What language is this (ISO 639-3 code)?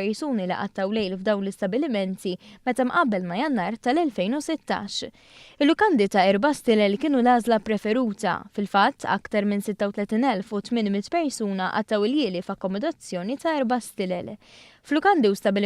mlt